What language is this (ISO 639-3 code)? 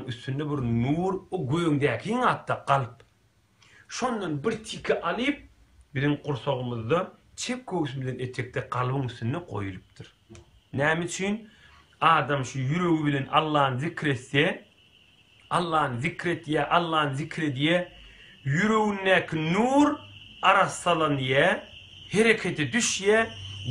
tuk